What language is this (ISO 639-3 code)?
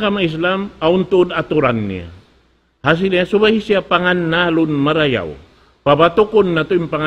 tsg